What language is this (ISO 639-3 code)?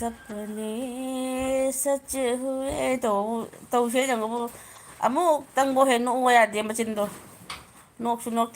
mni